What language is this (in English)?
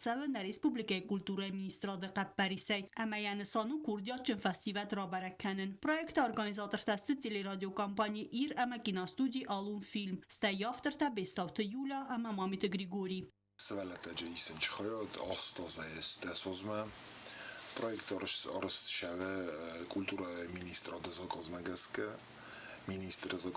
Ossetic